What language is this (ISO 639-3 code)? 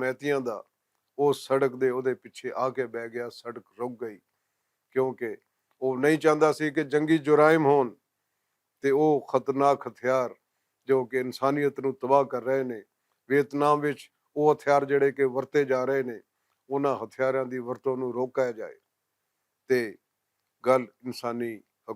lah